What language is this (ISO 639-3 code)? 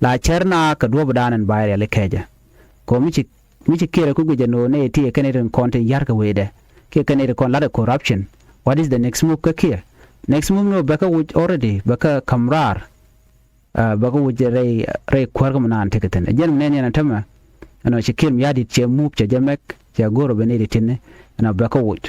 nus